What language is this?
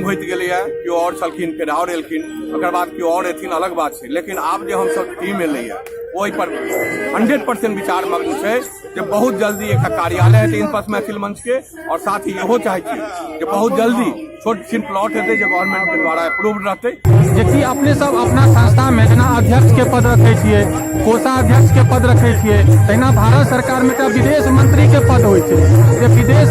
Maithili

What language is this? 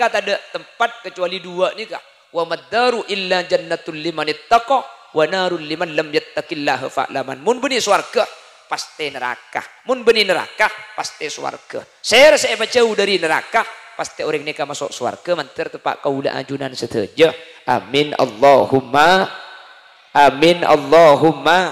Madurese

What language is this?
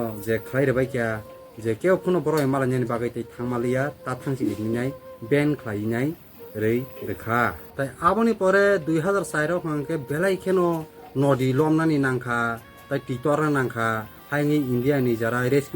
Kok Borok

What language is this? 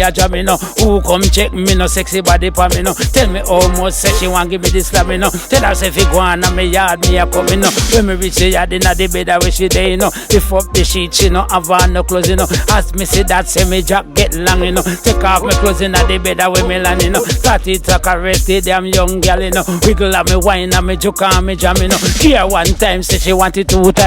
Jamaican Creole English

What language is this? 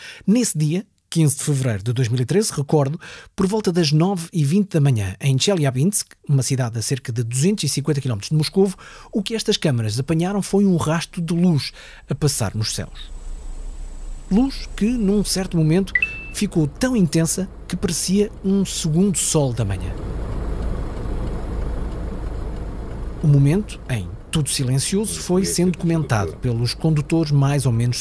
Portuguese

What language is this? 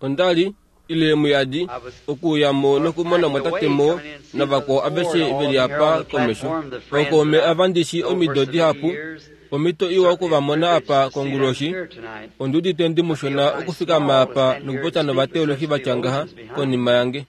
Kuanyama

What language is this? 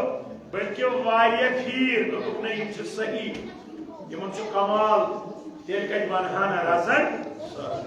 Kashmiri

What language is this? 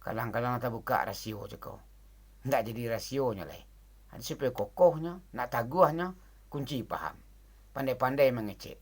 Minangkabau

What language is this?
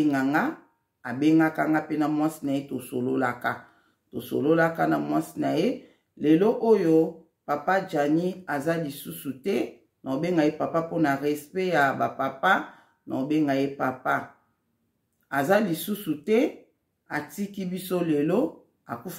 Lingala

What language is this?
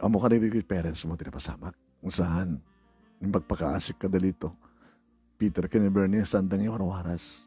Iloko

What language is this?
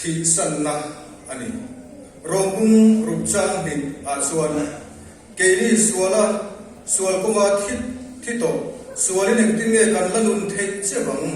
Mizo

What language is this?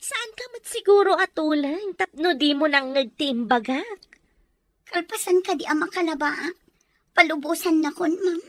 Iloko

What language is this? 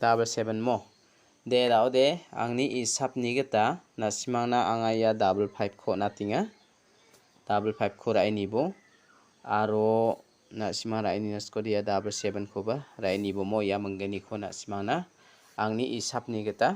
Garo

